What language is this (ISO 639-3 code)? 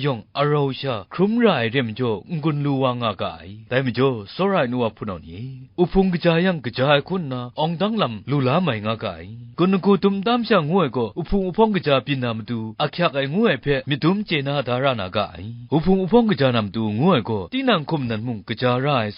kac